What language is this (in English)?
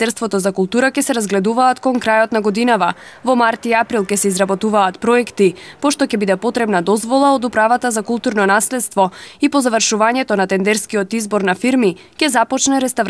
Macedonian